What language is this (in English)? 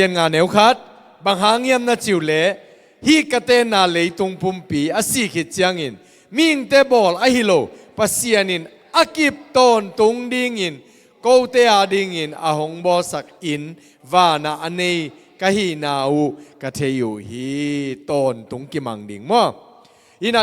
Tedim Chin